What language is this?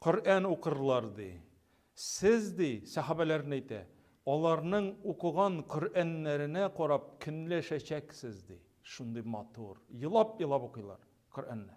Tatar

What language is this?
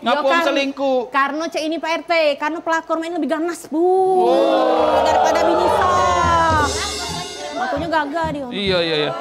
Musi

